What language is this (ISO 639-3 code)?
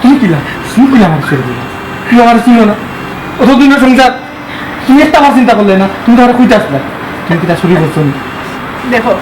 syl